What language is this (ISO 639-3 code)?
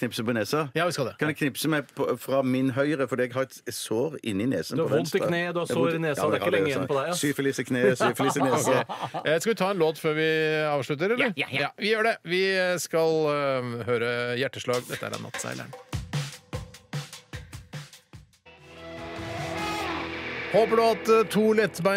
nor